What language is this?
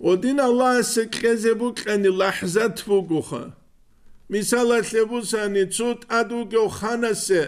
Avaric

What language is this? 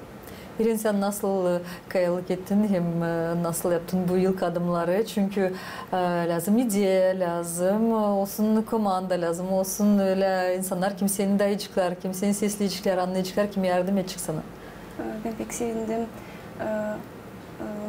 Gagauz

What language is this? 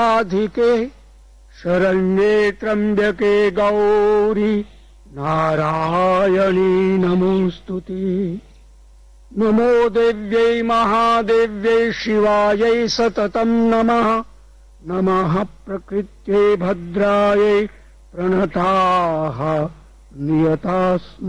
Sanskrit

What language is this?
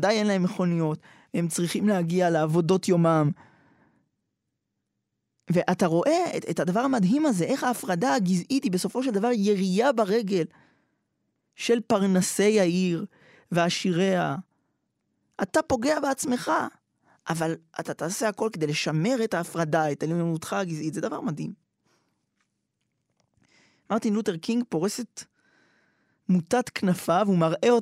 Hebrew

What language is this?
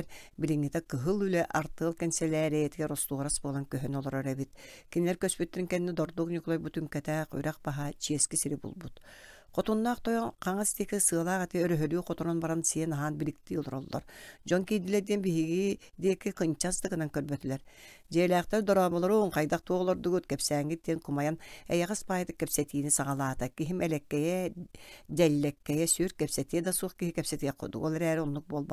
Yakut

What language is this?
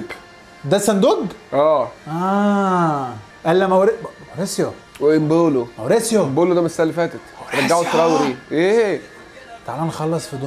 Egyptian Arabic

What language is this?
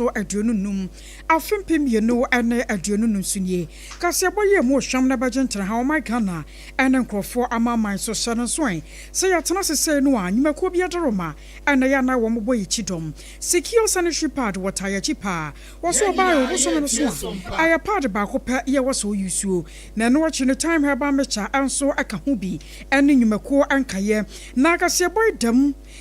Akan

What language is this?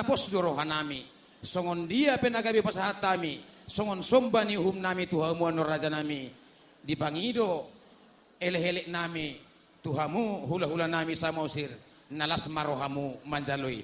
Batak Toba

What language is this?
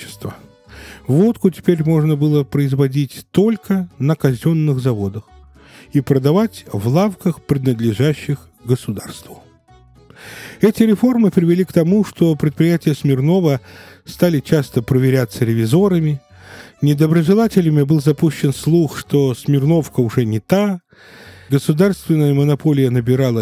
Russian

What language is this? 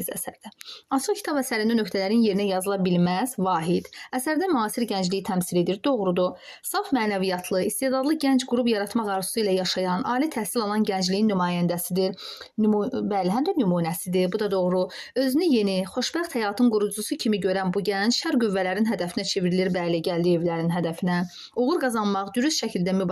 Azerbaijani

